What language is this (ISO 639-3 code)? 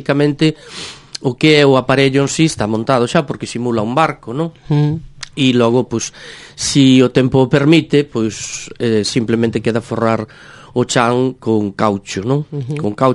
glg